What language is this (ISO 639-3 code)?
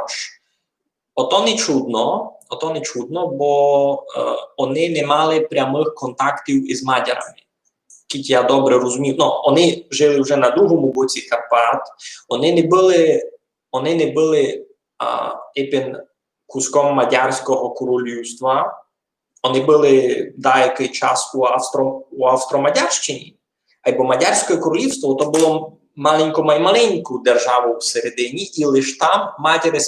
rue